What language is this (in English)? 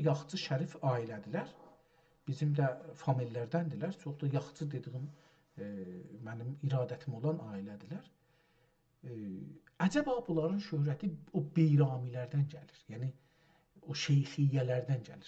South Azerbaijani